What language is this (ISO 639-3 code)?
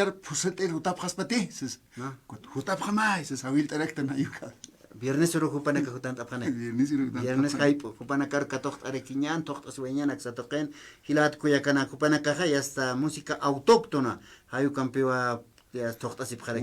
aym